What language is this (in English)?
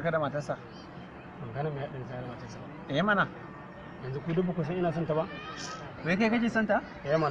Hausa